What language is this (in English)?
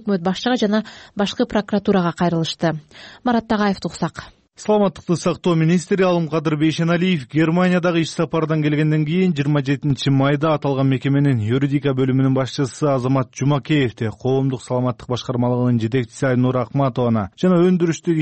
Kyrgyz